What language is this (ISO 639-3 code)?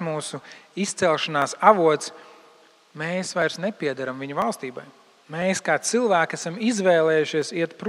lav